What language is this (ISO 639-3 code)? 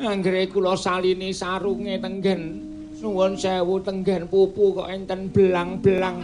jav